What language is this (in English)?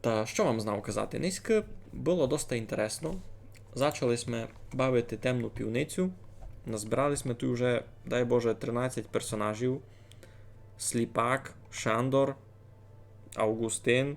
Rusyn